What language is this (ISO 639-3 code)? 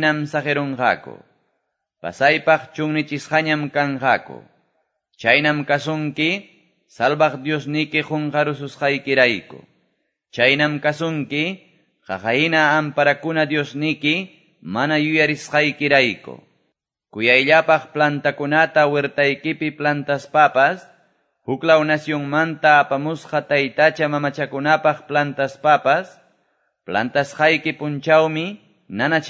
que